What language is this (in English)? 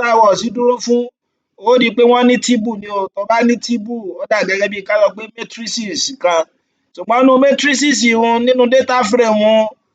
Yoruba